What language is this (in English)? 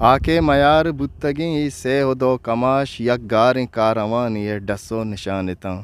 Eastern Balochi